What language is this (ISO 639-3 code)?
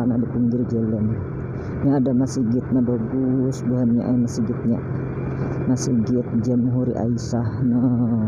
bjn